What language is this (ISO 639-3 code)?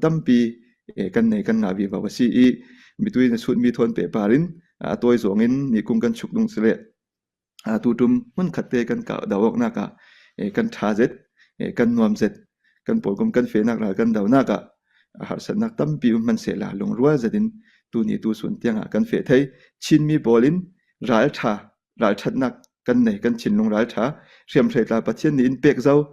cfm